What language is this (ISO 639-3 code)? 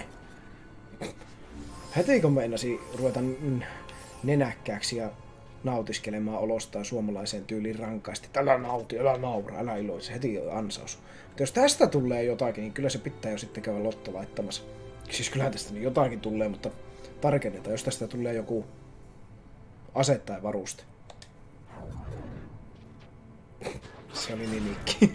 fin